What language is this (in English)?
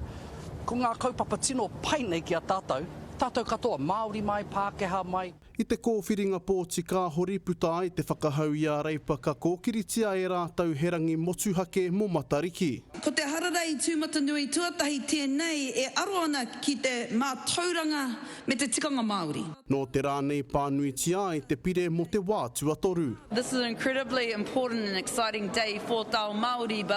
Māori